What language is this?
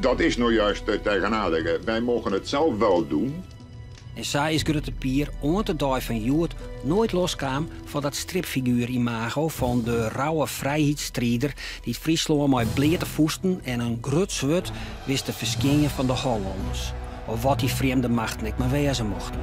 Western Frisian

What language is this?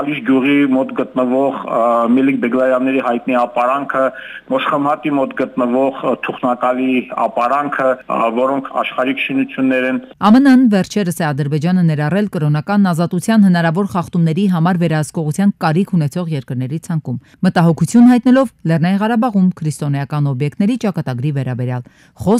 Armenian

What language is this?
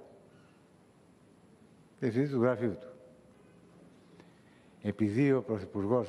Greek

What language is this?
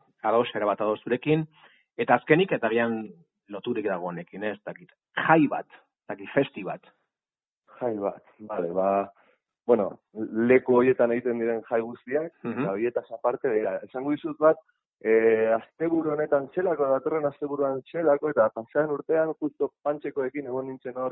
Basque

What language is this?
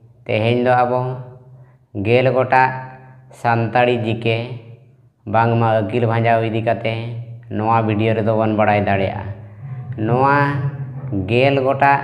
Santali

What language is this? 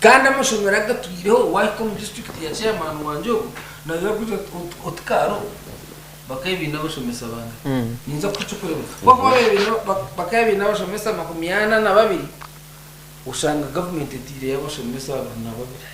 Nyankole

